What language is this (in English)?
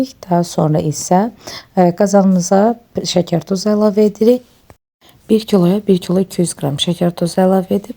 Azerbaijani